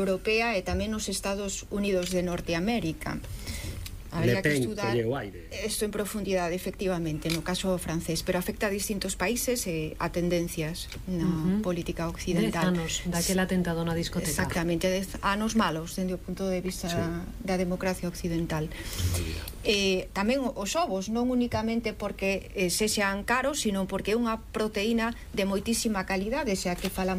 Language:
Galician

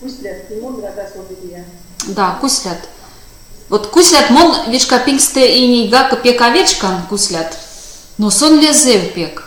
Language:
Erzya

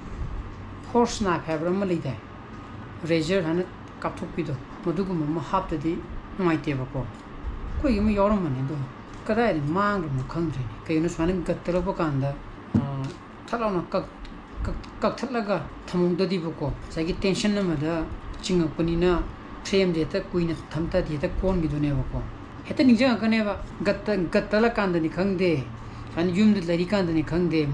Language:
Manipuri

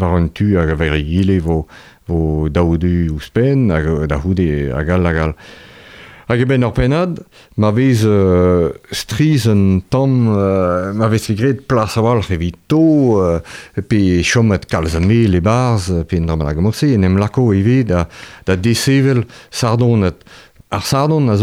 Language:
Breton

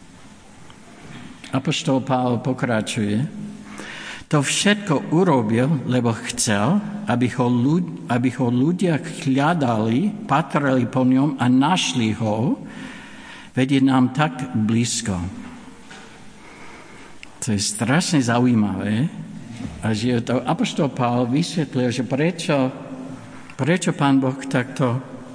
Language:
Slovak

